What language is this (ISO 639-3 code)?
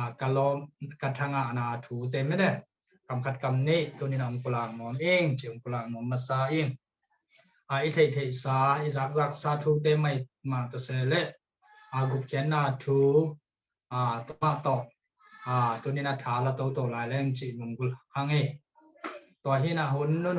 ctd